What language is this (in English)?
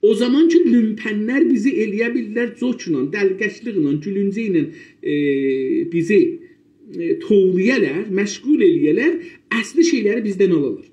South Azerbaijani